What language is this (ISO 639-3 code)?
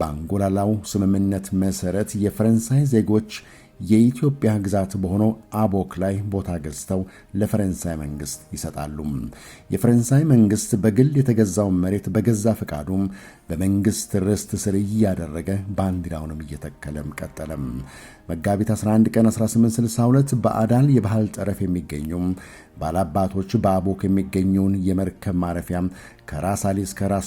amh